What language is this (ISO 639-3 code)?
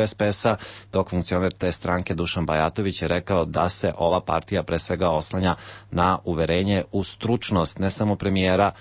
srp